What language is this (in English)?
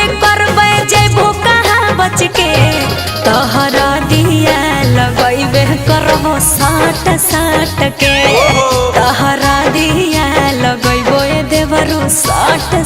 Magahi